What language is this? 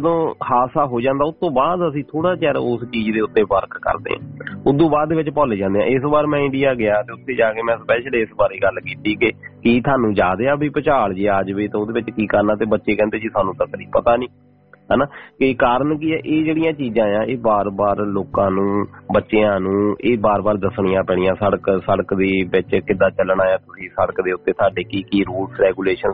Punjabi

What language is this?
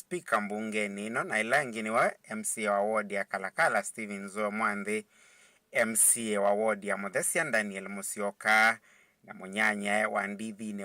Kamba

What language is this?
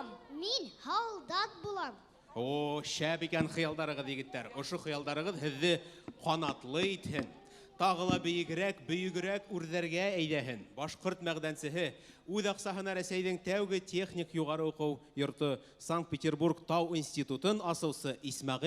Bashkir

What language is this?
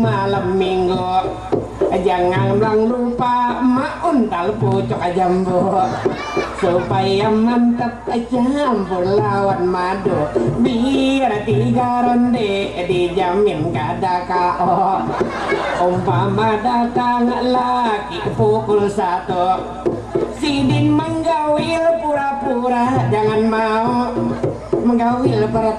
Banjar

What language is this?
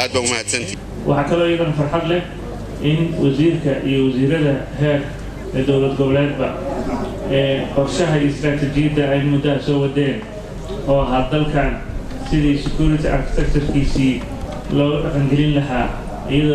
Somali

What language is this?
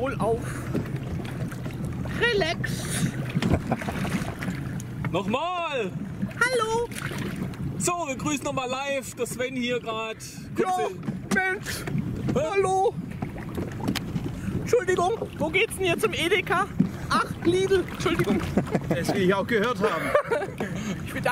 German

